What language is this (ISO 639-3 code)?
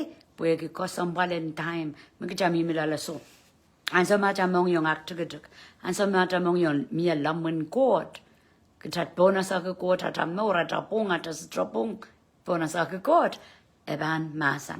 pon